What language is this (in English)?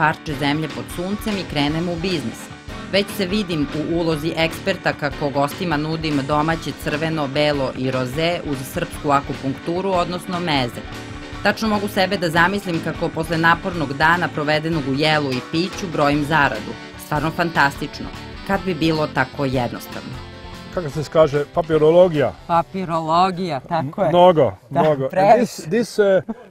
Serbian